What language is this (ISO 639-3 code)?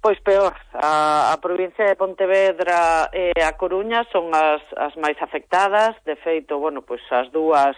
glg